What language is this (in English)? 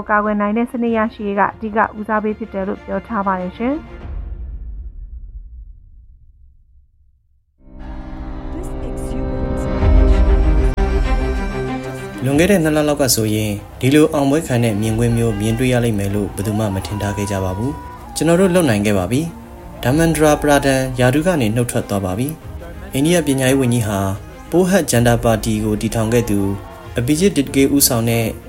Burmese